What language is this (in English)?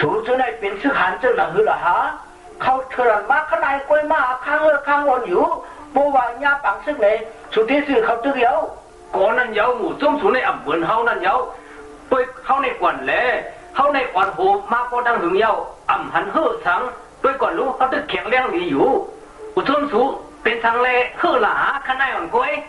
Shan